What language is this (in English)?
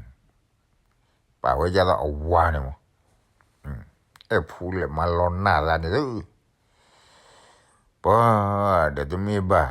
S'gaw Karen